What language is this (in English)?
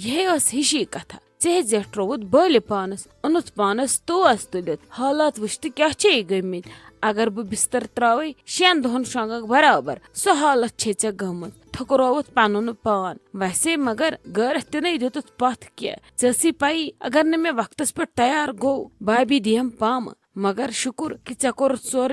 Kashmiri